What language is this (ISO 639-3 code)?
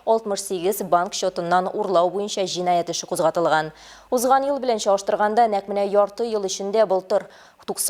tat